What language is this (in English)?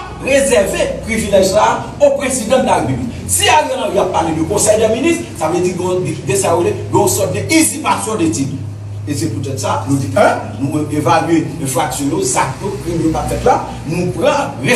Haitian Creole